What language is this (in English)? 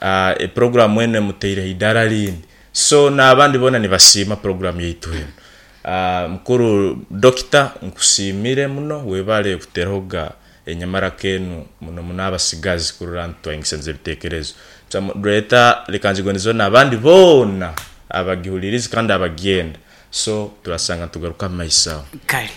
Nyoro